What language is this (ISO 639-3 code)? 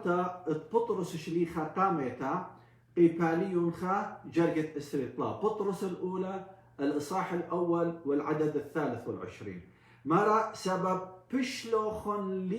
aii